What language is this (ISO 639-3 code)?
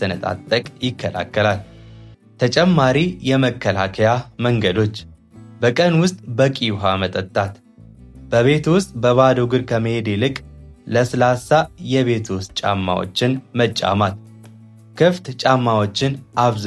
amh